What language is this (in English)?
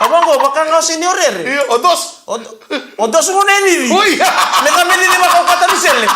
Fijian